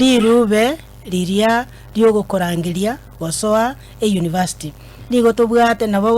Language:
Gusii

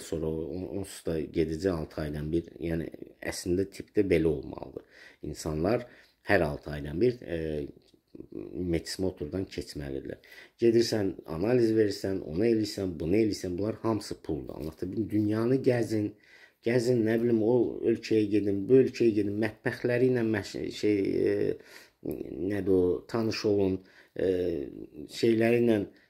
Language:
Azerbaijani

